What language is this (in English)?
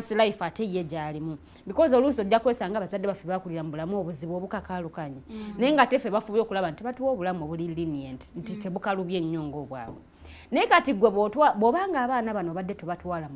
Ganda